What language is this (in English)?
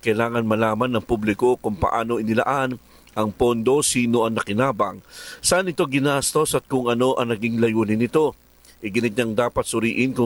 Filipino